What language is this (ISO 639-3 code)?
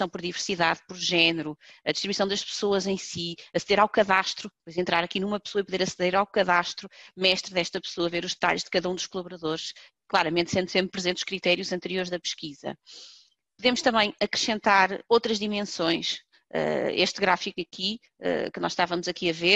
por